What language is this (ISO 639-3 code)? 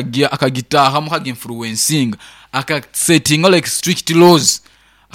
nyn